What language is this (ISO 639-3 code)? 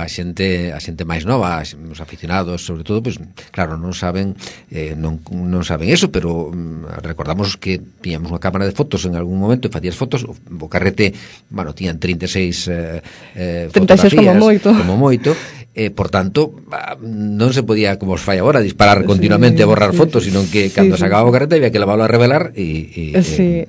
glg